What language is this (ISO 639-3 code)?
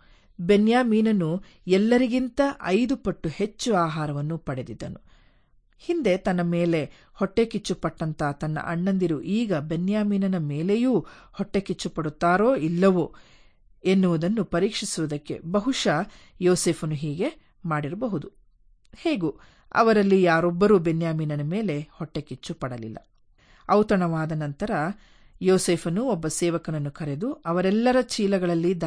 kan